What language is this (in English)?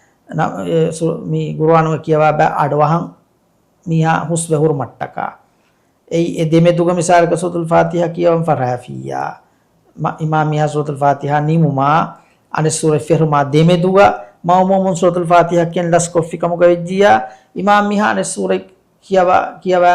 Divehi